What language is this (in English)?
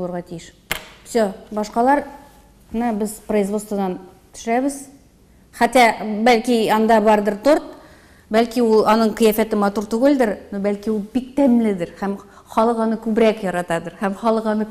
Tatar